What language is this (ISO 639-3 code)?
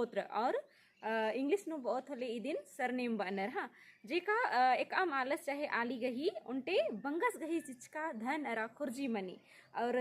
kru